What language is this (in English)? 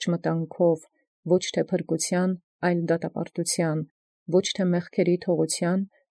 Armenian